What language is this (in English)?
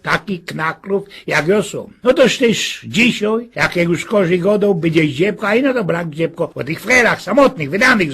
Silesian